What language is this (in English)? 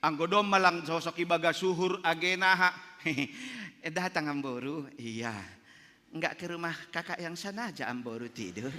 Batak Simalungun